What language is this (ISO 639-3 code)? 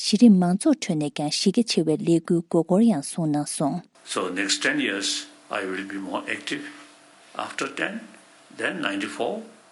bod